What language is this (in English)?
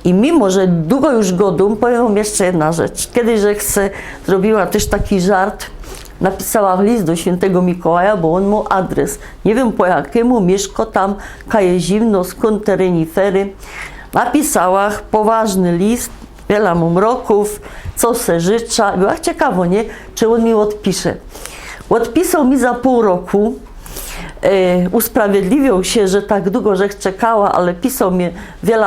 Silesian